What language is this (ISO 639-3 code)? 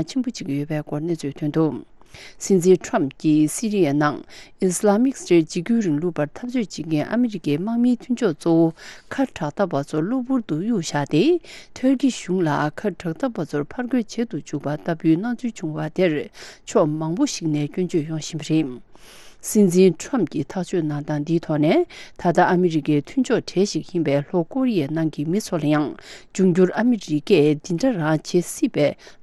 bod